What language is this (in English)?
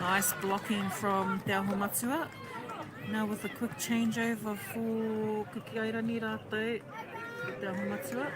Māori